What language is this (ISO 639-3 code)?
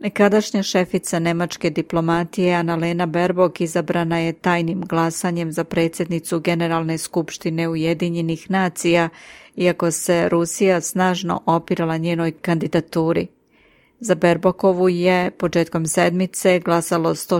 srp